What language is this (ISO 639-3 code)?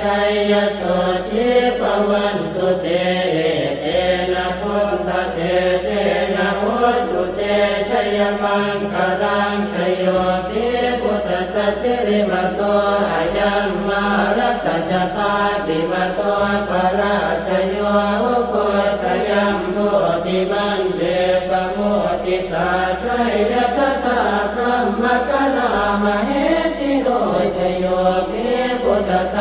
pli